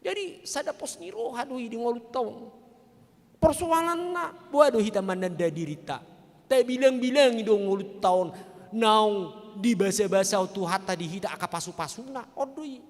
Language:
Batak Toba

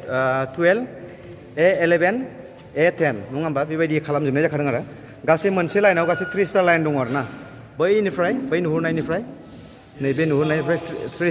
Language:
Bodo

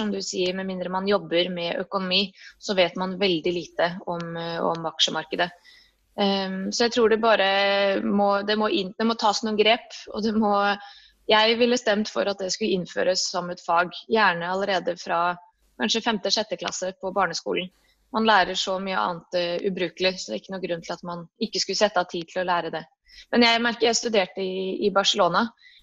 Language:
Norwegian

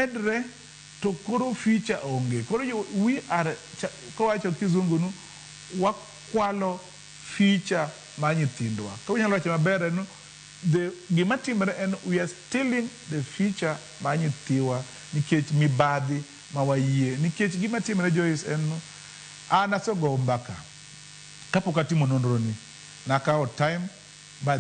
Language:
Luo (Kenya and Tanzania)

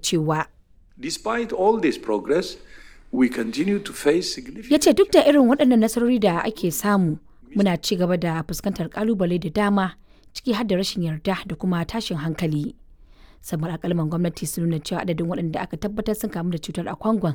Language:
Hausa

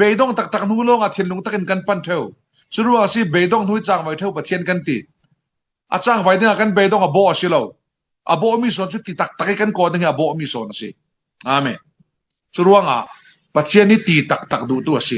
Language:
Falam Chin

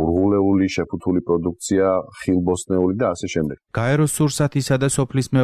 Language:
Georgian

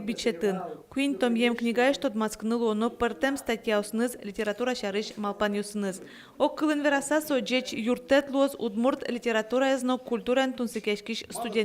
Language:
Udmurt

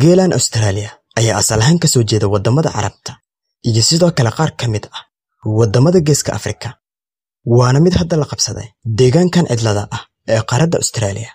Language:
Somali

